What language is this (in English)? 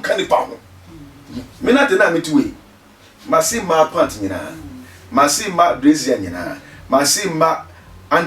Akan